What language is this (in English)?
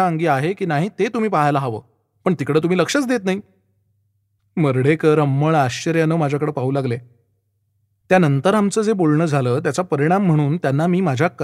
Marathi